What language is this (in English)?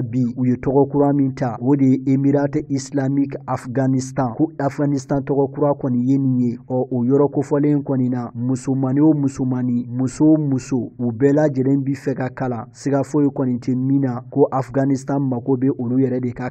Bambara